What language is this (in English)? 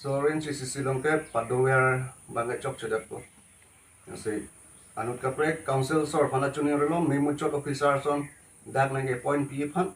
Karbi